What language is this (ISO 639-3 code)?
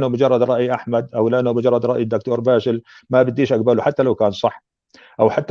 apc